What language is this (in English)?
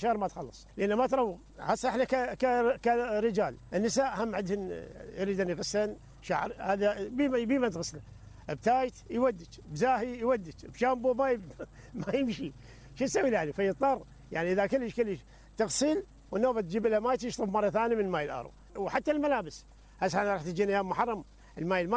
Mesopotamian Arabic